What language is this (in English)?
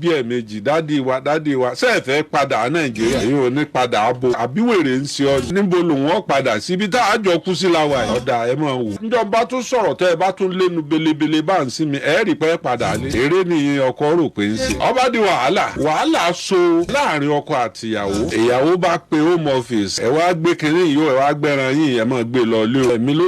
Yoruba